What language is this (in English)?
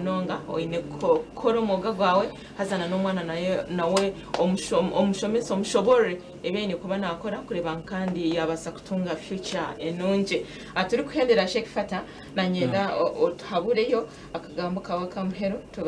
Nyankole